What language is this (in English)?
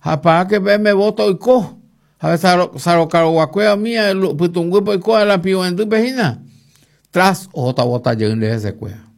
Guarani